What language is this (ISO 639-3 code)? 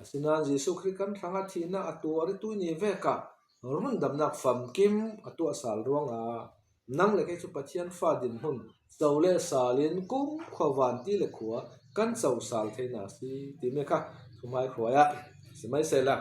cfm